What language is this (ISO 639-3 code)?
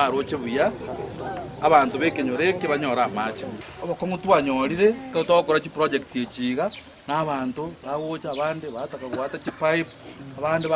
guz